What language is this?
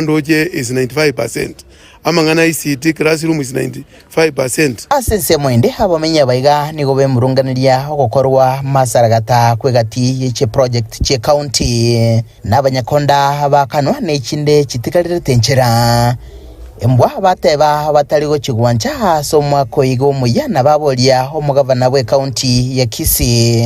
Gusii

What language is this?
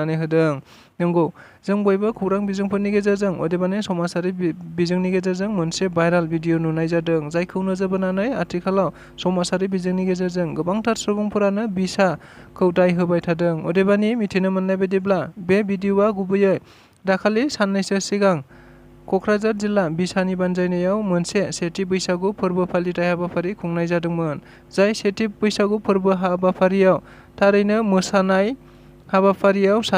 Bodo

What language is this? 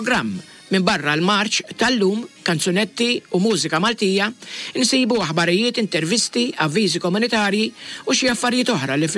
Maltese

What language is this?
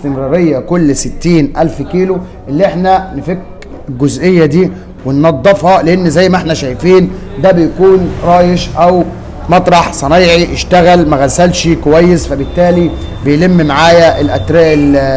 Egyptian Arabic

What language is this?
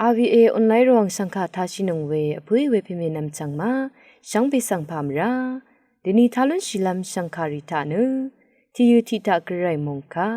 Rawang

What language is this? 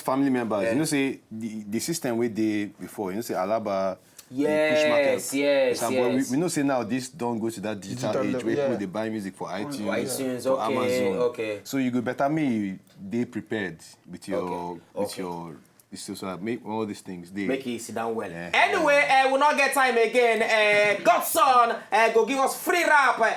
Nigerian Pidgin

